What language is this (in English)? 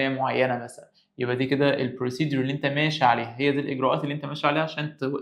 Egyptian Arabic